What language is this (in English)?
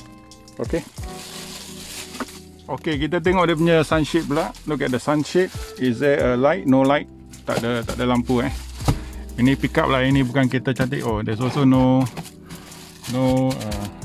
Malay